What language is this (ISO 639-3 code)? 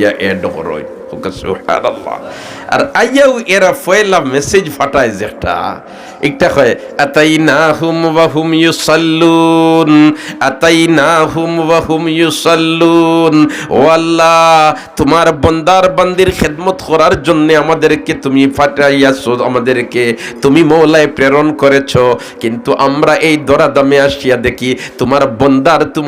syl